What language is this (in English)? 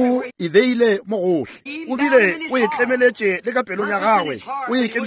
Northern Sotho